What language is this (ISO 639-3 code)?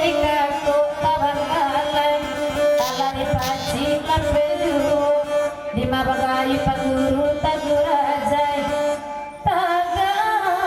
min